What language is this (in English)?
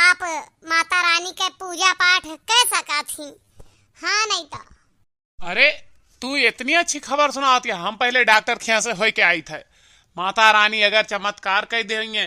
Awadhi